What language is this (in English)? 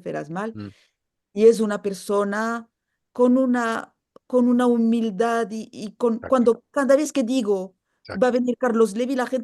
Ladino